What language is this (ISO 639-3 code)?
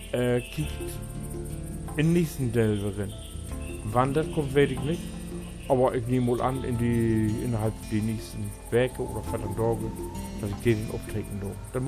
nds